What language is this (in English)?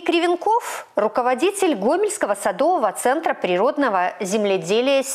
Russian